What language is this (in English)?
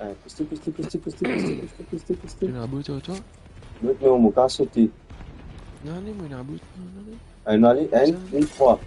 Morisyen